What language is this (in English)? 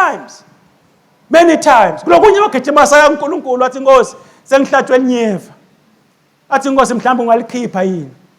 Swati